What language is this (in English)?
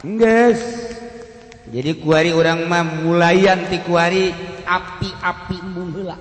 Sundanese